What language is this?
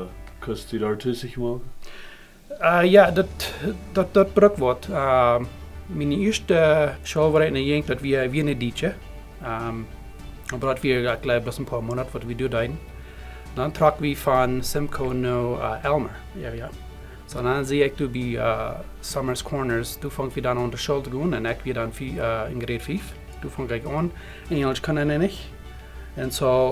Plautdietsch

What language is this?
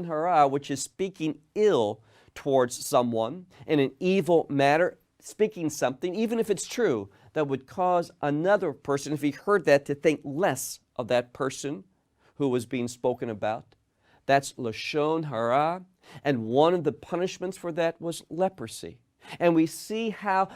English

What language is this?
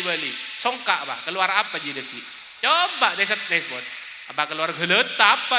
Madurese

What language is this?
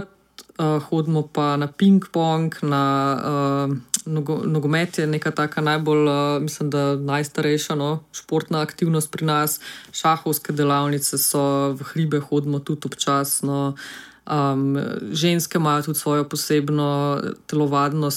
Slovenian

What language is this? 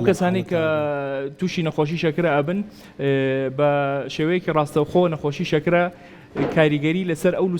Central Kurdish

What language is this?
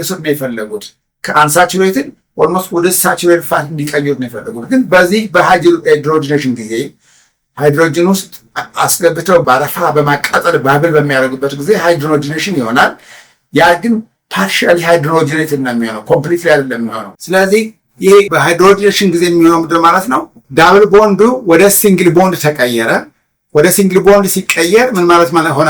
Amharic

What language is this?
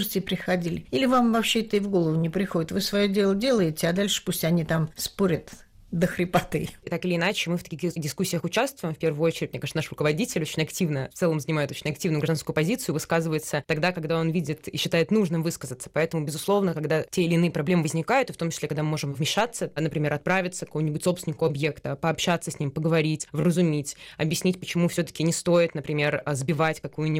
Russian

